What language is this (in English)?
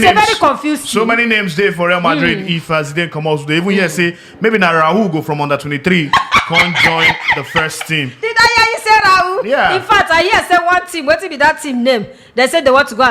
Nigerian Pidgin